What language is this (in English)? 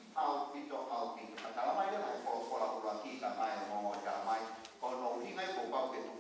Tongan